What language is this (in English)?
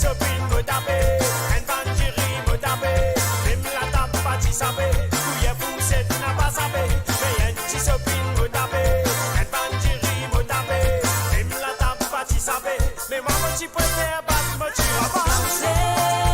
Morisyen